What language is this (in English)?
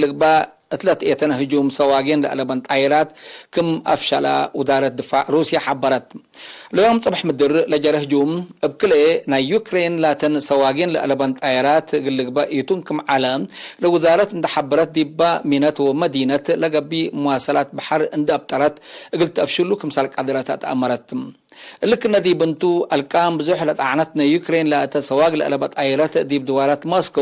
Tigre